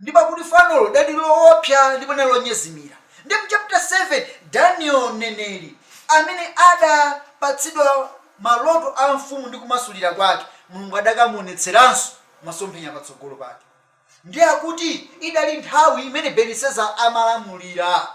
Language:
Nyanja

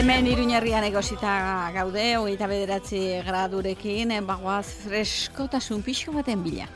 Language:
Basque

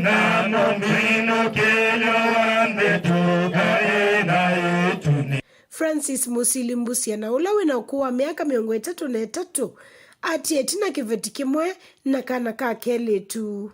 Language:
Kamba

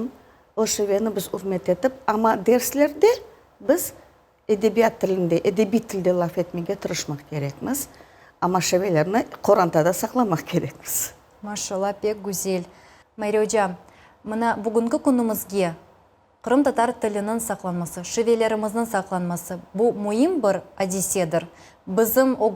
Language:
Crimean Tatar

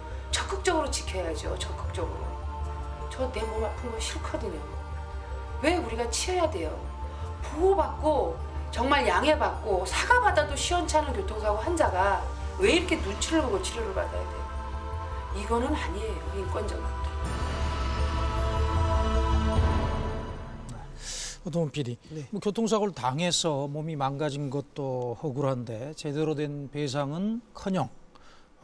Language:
Korean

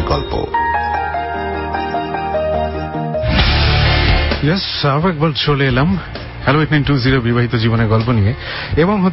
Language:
Bangla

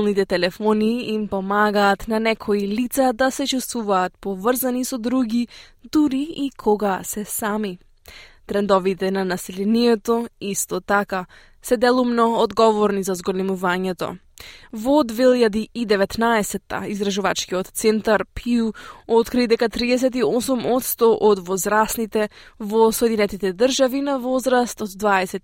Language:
Macedonian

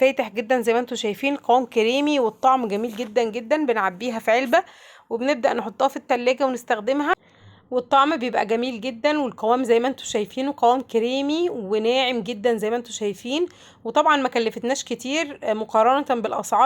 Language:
Egyptian Arabic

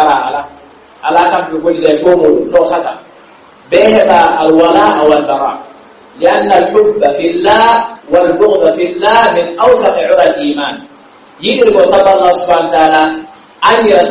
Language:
Pular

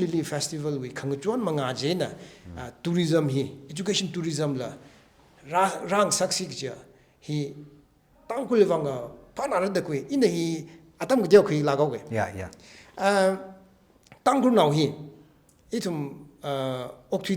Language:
Tangkhul Naga (India)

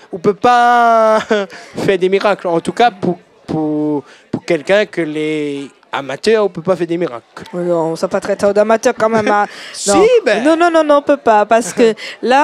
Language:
Réunion Creole French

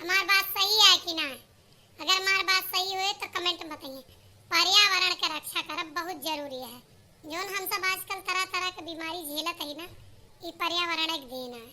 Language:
Awadhi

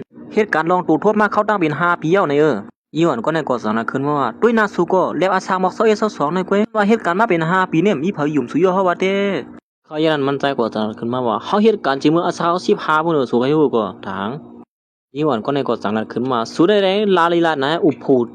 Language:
Shan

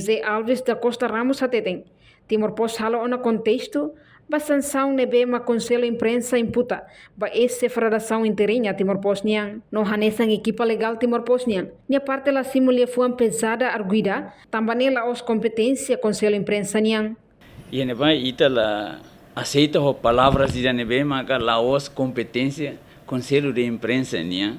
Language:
Tetum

